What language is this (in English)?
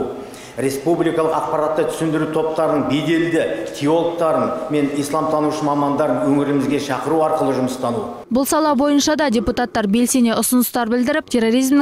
Kazakh